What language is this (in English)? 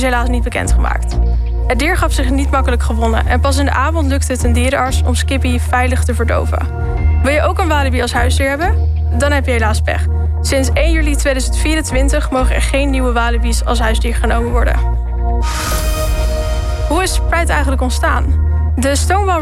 Dutch